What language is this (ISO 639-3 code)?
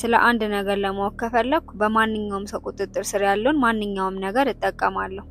amh